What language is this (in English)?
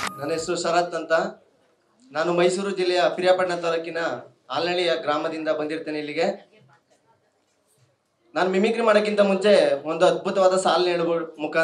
Kannada